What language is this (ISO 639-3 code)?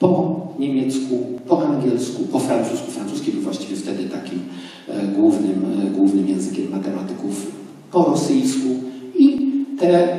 pol